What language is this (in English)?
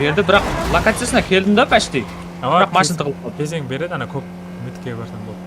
Kara-Kalpak